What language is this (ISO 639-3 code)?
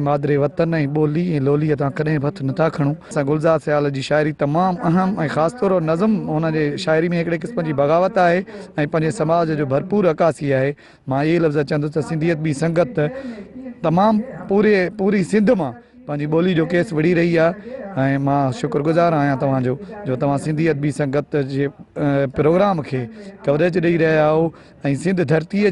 snd